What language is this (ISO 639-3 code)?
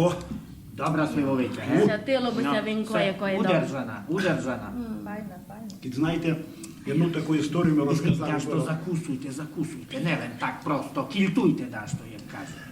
rue